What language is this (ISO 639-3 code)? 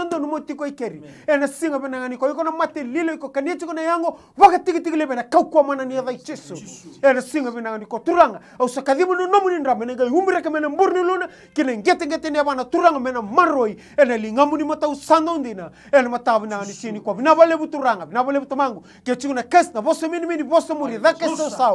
fij